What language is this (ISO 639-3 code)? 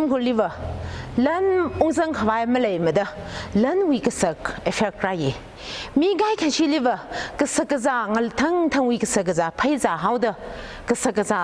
nmf